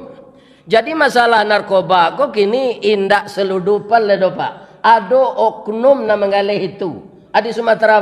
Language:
Minangkabau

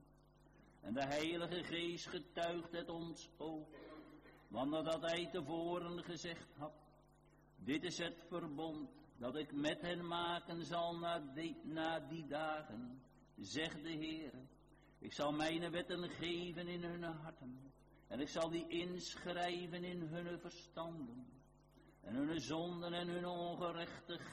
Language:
Dutch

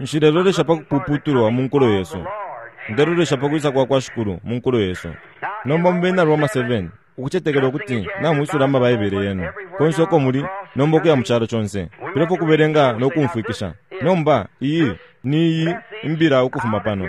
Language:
Bemba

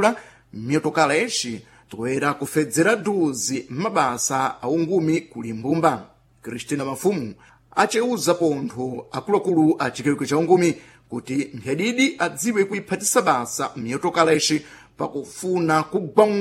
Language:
Sena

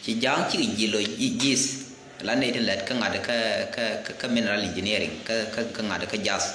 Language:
Nuer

